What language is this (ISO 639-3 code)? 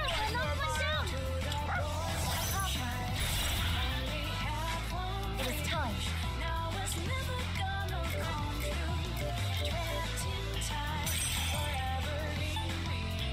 eng